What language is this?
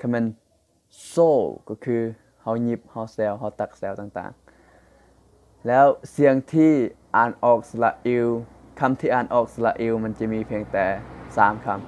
Lao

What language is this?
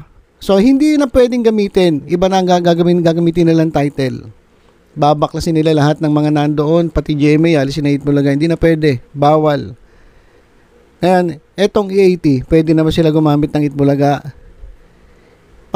Filipino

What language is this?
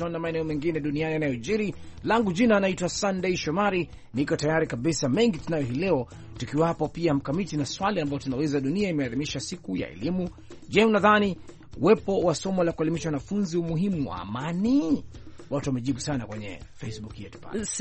Swahili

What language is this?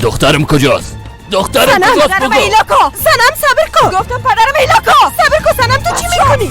Persian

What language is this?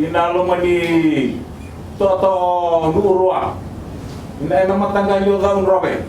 Fijian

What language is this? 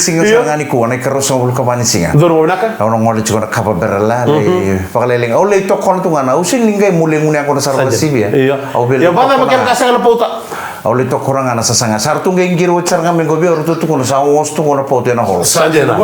Fijian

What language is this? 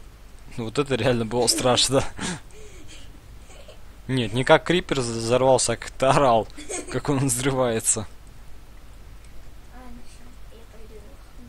Russian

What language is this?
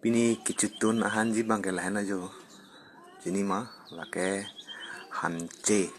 Karbi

